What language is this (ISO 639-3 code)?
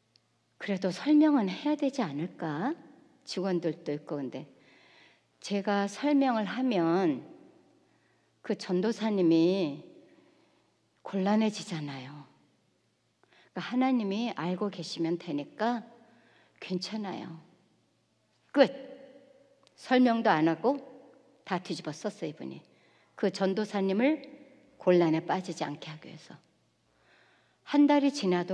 kor